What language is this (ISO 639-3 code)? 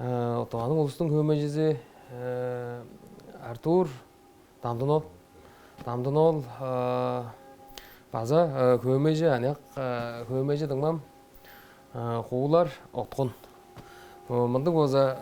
tyv